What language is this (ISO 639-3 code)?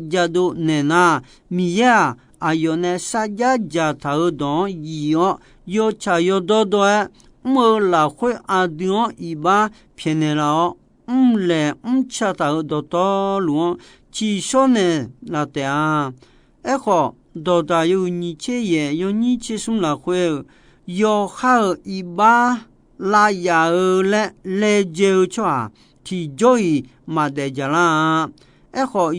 ahk